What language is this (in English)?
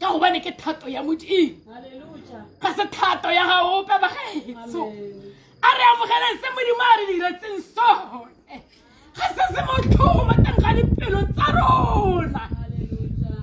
Tswana